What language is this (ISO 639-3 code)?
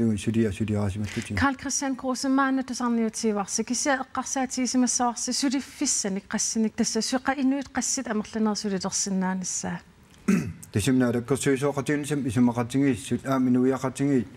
kal